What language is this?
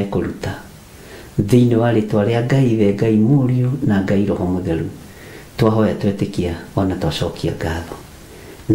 Kikuyu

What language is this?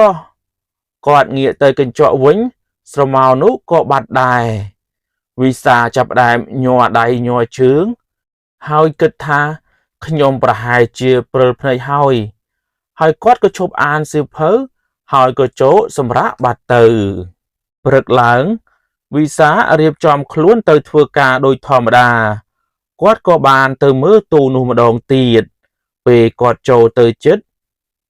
Khmer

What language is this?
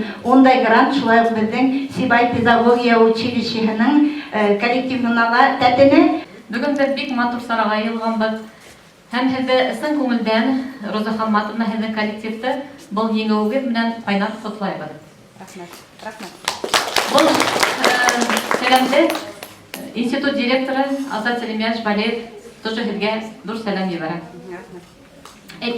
Bashkir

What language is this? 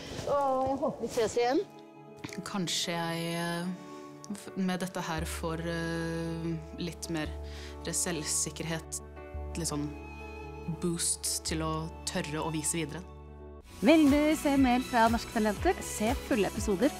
Norwegian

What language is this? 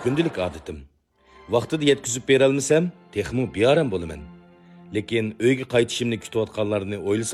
Uyghur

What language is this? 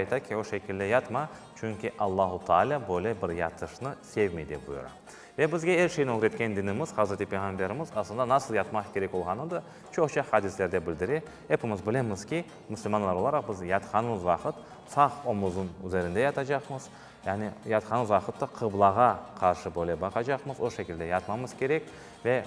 Crimean Tatar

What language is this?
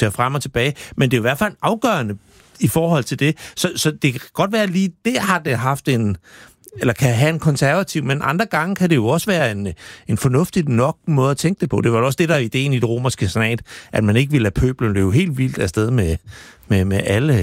Danish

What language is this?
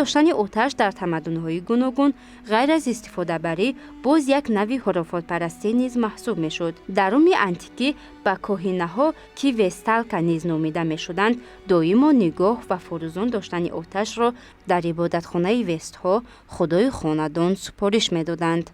Tajik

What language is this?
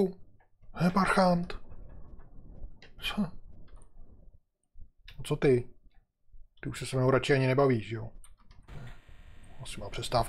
Czech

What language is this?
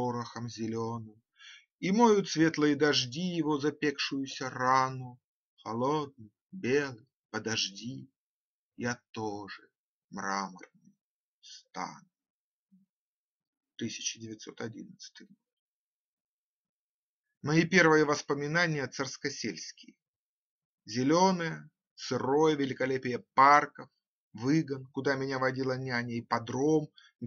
Russian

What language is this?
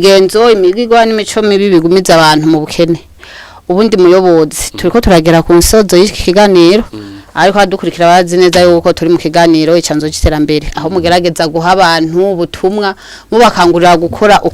Rundi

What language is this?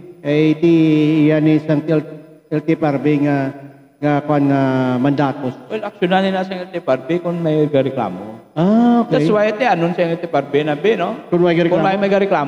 Hiligaynon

